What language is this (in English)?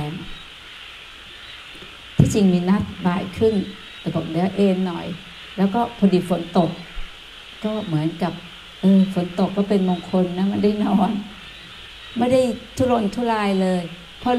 Thai